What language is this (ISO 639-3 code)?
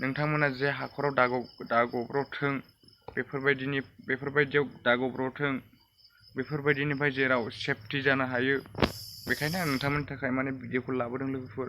brx